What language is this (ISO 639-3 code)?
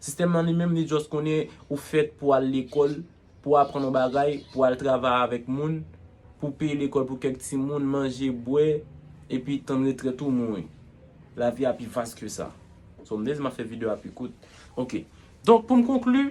hat